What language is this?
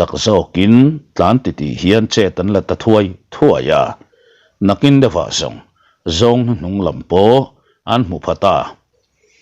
Mizo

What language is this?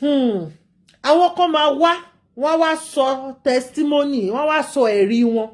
Yoruba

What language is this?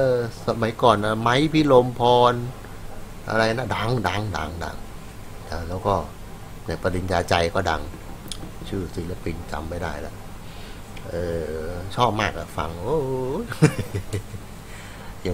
Thai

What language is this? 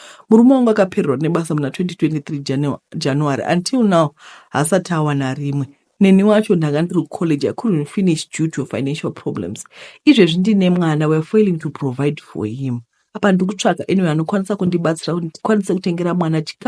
Shona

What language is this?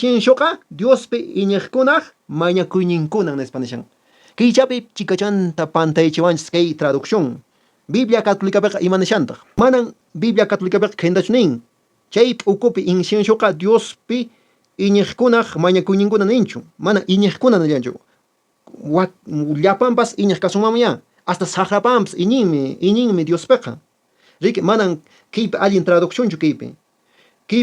Quechua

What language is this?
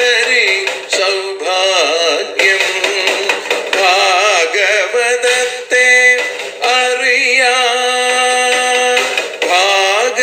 Malayalam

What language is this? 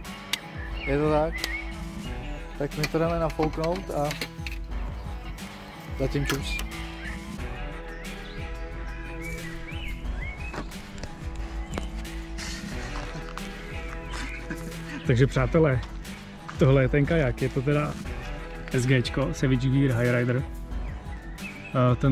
Czech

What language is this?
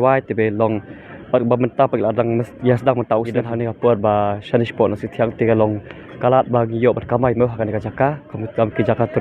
Khasi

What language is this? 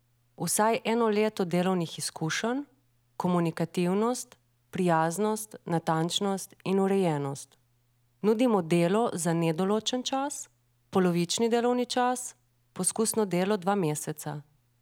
Slovenian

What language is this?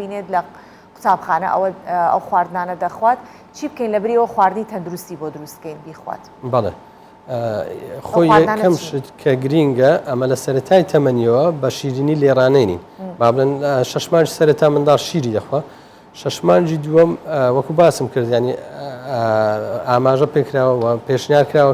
Central Kurdish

